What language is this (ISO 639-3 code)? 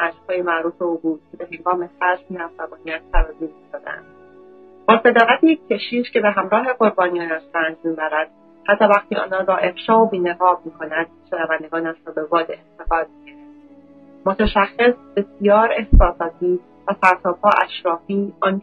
fas